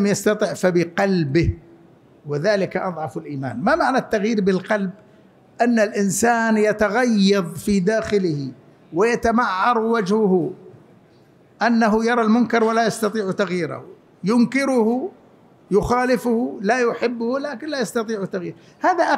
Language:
Arabic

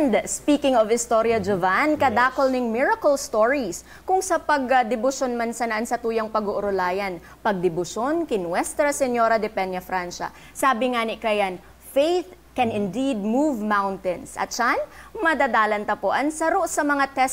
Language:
Bikol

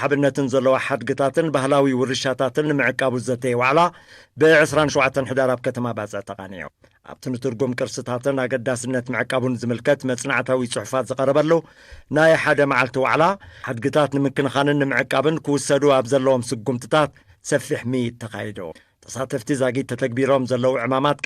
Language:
Tigrinya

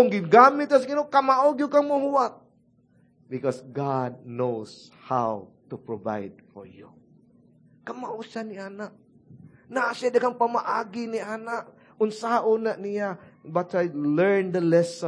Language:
Cebuano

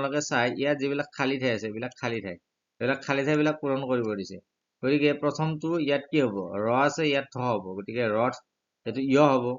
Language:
Assamese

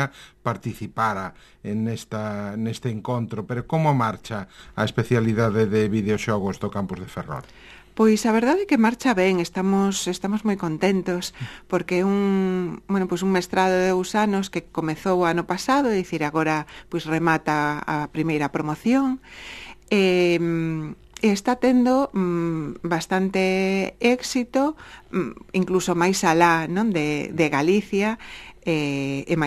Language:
Galician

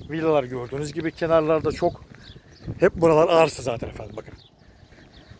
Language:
Turkish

